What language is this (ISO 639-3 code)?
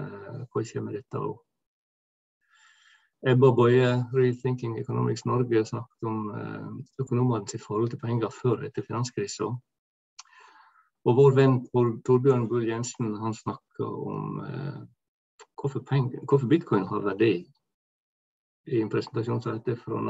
nor